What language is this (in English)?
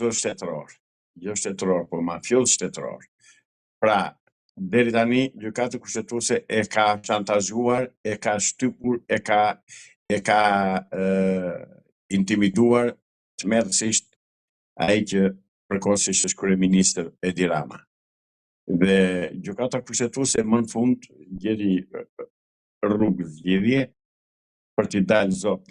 Albanian